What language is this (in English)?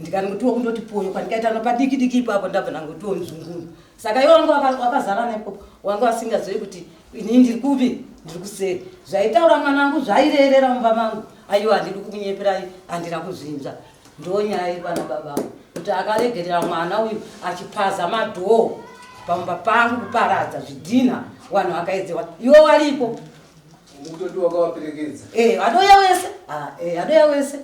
Shona